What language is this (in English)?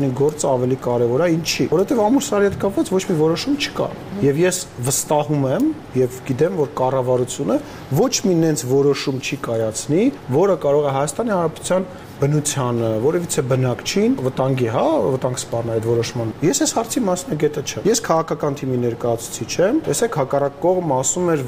Armenian